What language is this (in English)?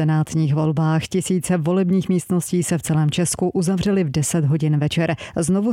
Czech